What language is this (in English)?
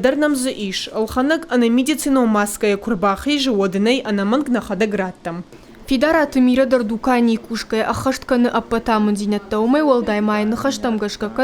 Ossetic